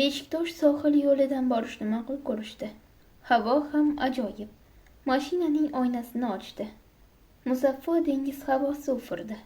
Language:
Uzbek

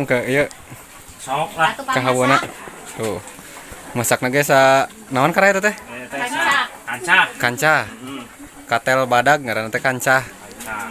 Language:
Sundanese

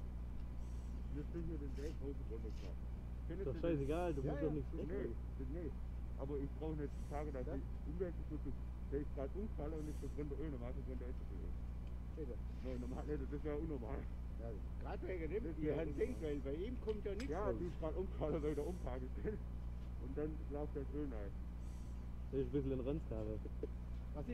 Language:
Swiss German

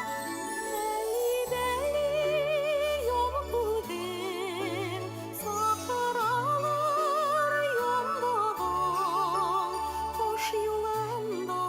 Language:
Bashkir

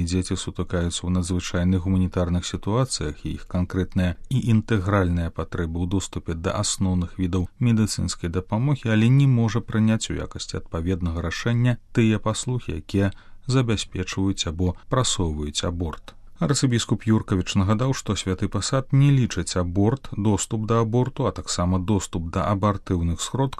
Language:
Belarusian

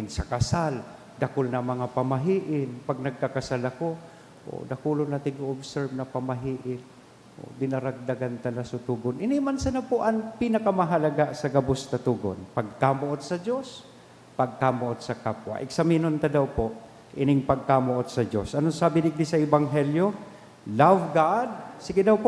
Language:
Bikol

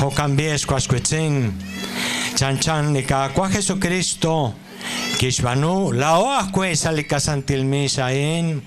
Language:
Kekchí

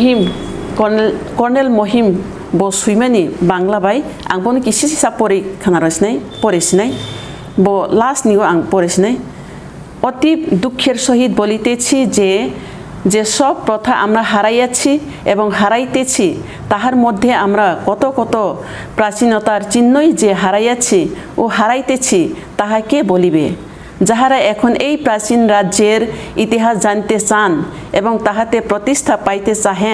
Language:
Kok Borok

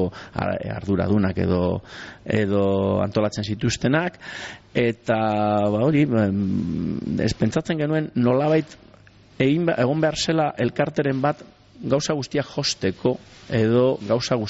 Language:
Basque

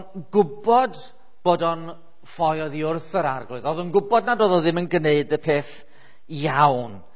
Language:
Welsh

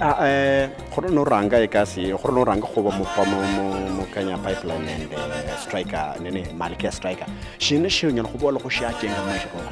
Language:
Luyia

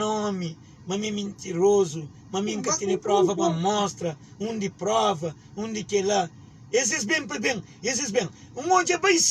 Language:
Kabuverdianu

